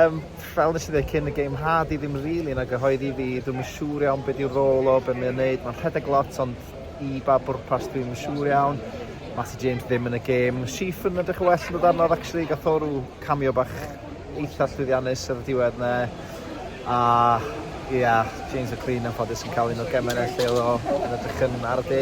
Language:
Welsh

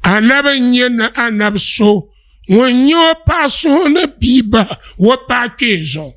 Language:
Dagbani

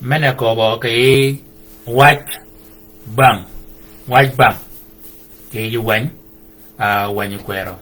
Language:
Shilluk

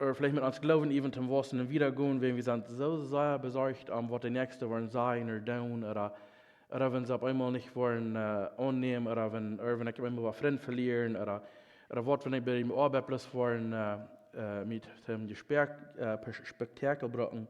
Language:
Plautdietsch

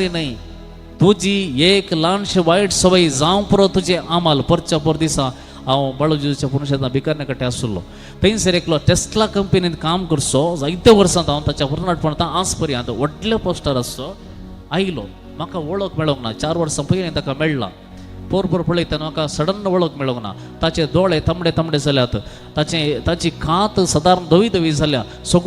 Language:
Konkani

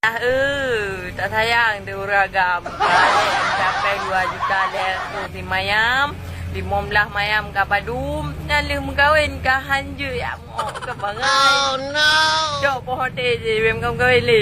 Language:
Achinese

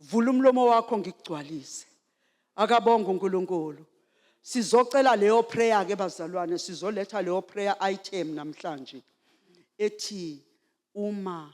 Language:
Zulu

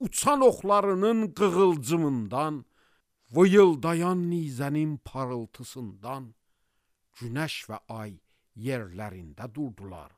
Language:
Azerbaijani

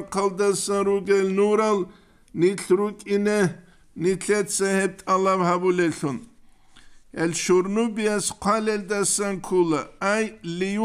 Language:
Avaric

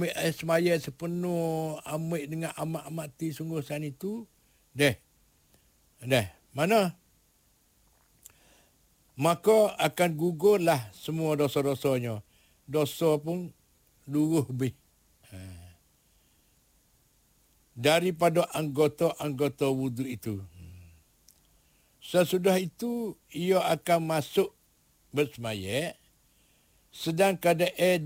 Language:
Malay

